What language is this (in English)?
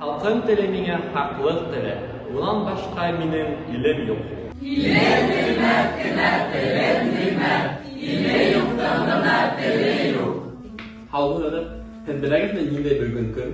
Bashkir